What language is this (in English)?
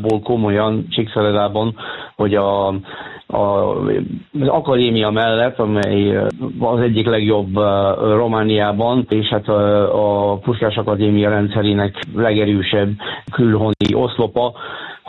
Hungarian